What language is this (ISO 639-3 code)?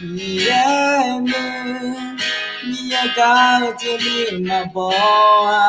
ahk